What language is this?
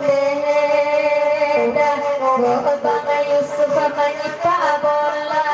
Minangkabau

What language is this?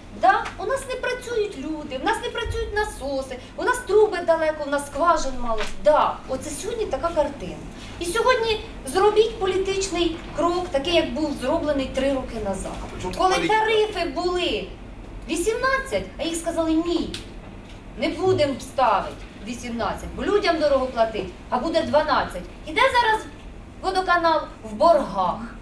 Ukrainian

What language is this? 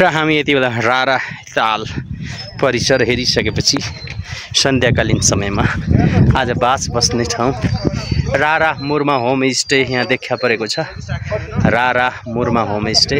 Nepali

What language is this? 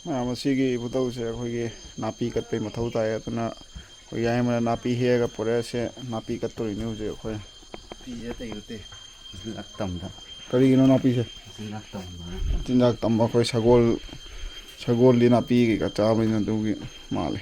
Manipuri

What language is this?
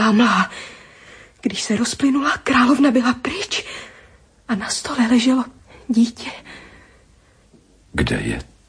Czech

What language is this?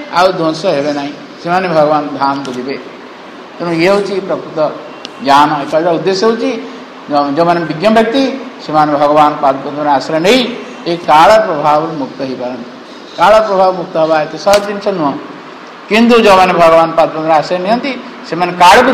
Odia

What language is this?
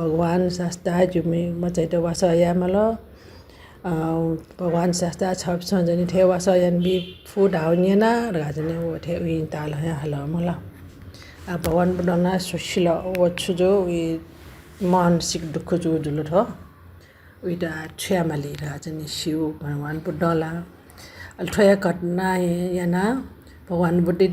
Newari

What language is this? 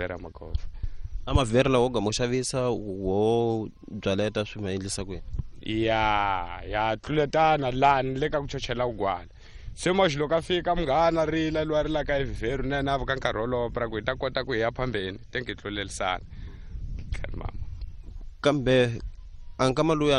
Tsonga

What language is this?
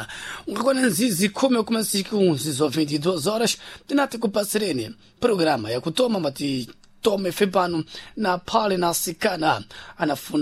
Sena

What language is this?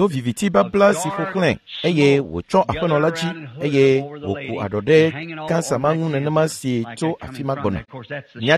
Ewe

